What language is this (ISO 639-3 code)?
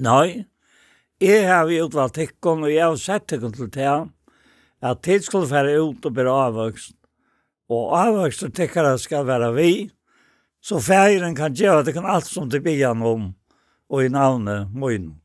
fao